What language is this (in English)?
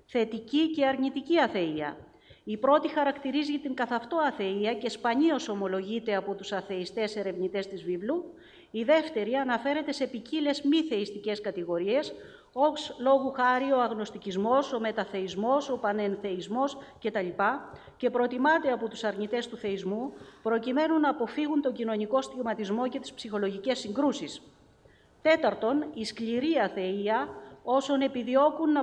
Greek